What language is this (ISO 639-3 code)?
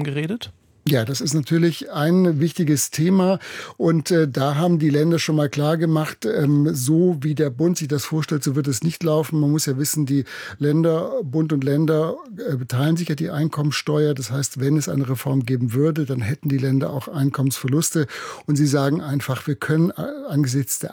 deu